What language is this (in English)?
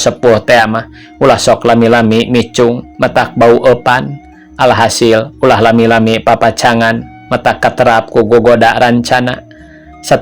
Sundanese